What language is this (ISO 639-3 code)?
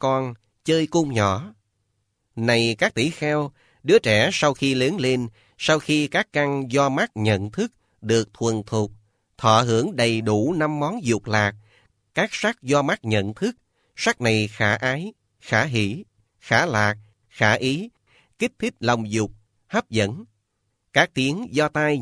vie